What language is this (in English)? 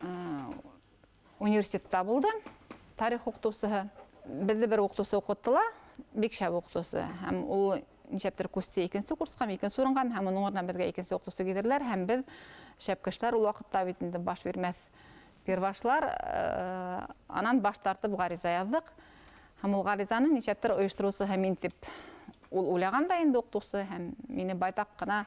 Bashkir